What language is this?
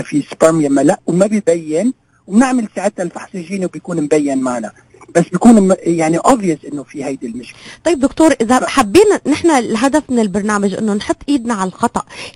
North Levantine Arabic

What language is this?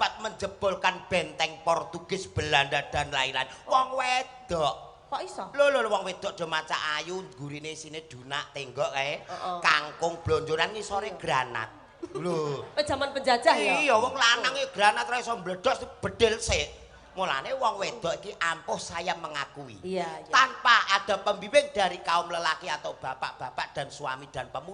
Javanese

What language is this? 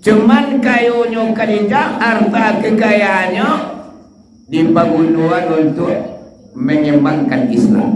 Minangkabau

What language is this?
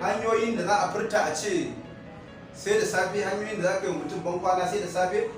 Hausa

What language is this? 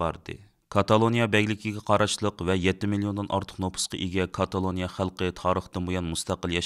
Uyghur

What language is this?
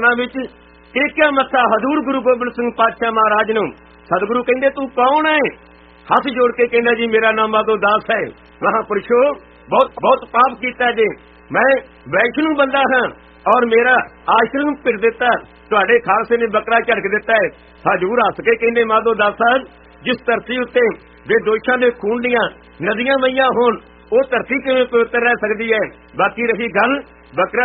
Punjabi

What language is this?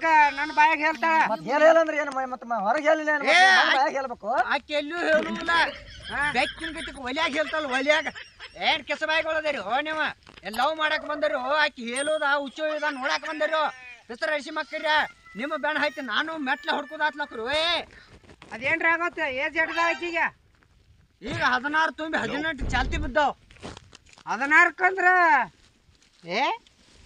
Kannada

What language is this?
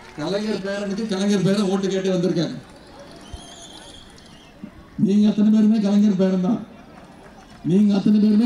Tamil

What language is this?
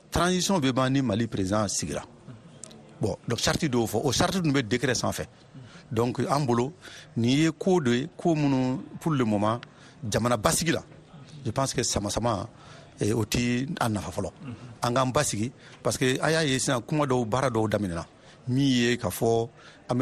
Bambara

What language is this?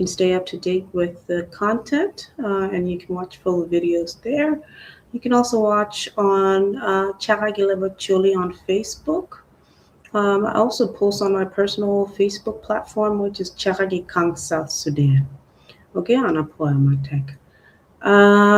Acoli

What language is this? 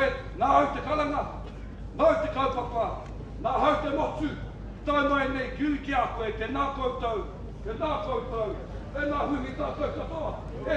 Māori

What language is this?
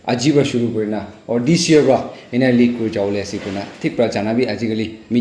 Naga Pidgin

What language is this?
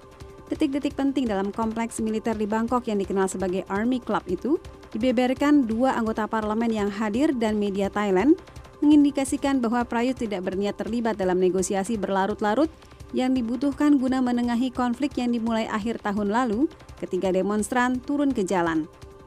Indonesian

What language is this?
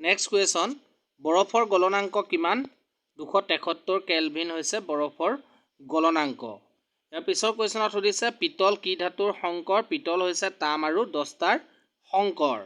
Assamese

